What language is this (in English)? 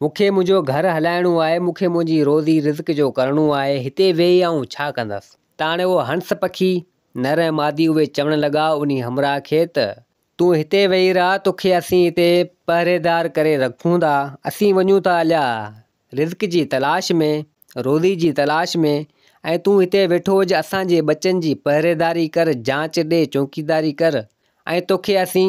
Sindhi